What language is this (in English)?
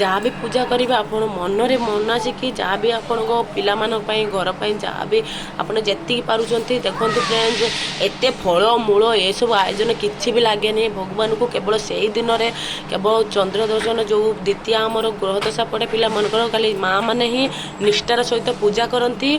Odia